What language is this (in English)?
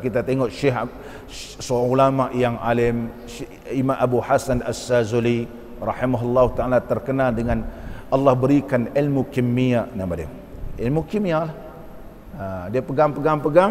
Malay